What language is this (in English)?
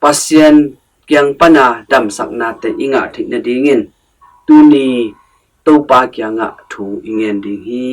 Tedim Chin